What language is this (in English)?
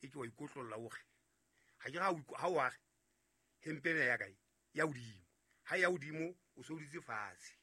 Southern Sotho